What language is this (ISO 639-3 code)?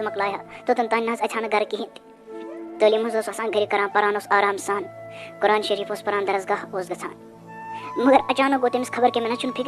kas